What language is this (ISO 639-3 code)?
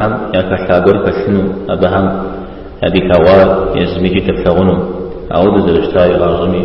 kbd